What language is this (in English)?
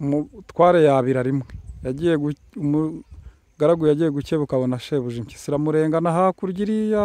Kinyarwanda